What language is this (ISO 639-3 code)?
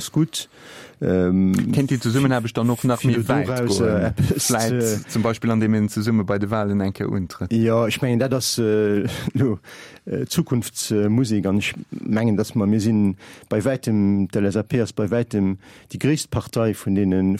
ltz